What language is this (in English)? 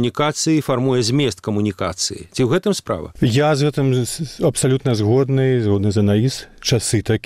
Belarusian